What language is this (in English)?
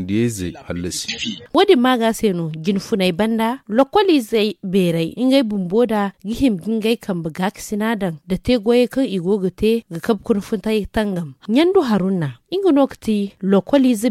Zarma